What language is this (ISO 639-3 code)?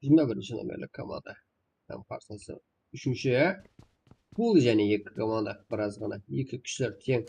kaa